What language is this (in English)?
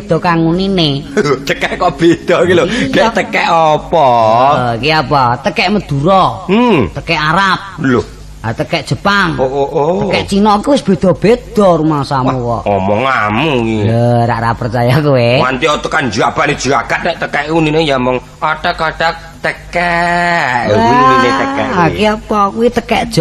Javanese